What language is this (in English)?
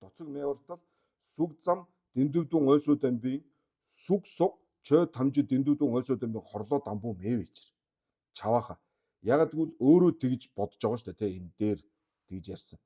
Mongolian